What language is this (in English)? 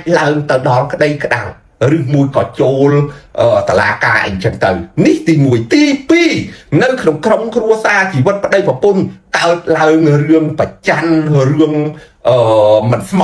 Khmer